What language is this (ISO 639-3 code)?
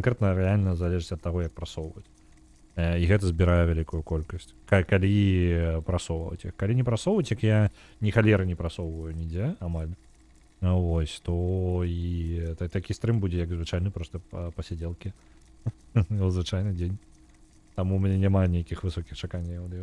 bel